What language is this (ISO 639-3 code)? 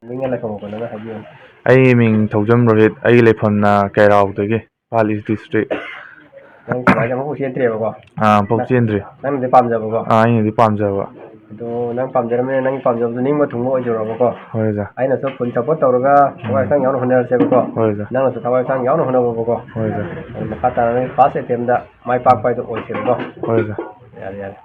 mni